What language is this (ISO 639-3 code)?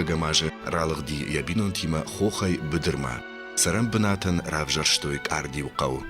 oss